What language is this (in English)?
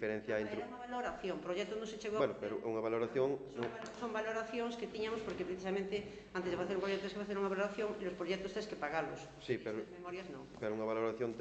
Galician